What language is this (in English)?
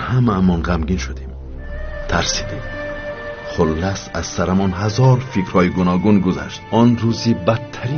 Tajik